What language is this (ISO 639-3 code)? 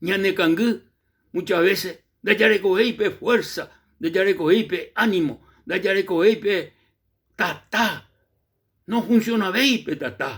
grn